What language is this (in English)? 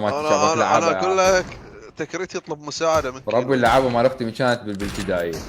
Mesopotamian Arabic